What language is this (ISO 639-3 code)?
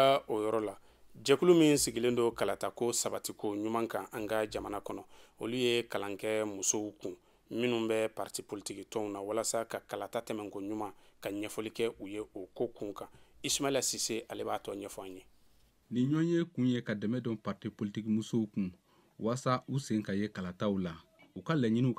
bam